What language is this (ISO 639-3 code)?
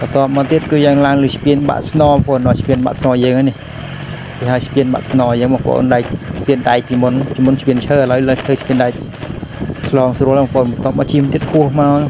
khm